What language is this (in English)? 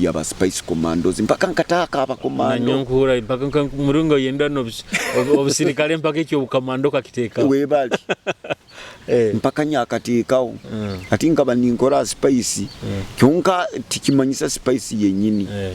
Nyoro